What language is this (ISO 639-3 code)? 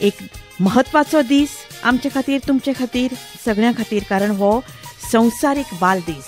kok